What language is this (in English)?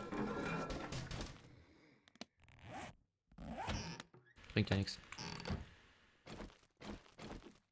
German